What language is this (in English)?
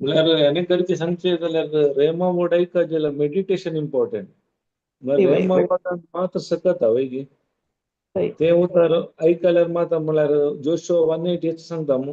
Konkani